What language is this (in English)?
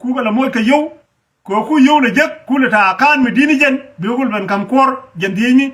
Nuer